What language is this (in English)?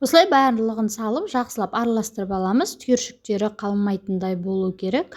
Kazakh